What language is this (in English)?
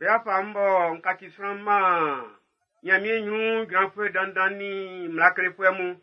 Baoulé